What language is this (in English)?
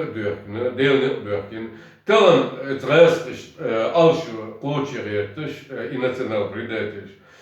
Chechen